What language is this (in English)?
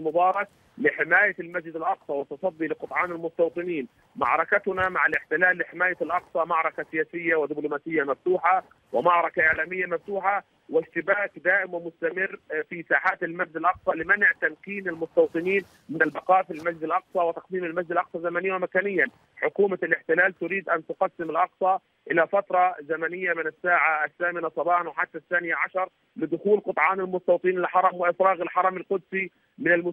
Arabic